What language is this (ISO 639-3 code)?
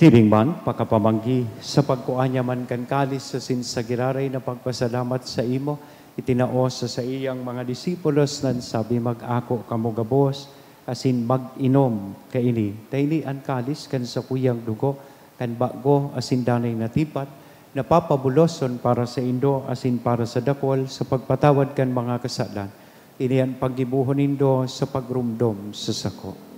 bik